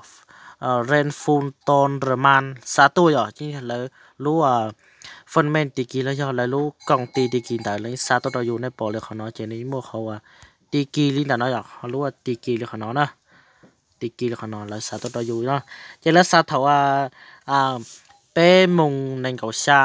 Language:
Hmong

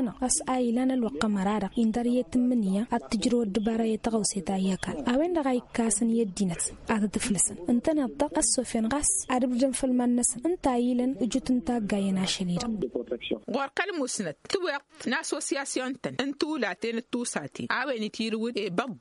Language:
Tamasheq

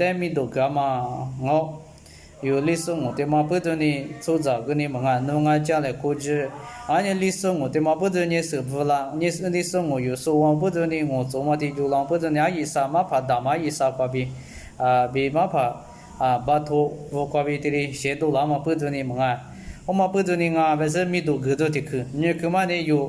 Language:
Lisu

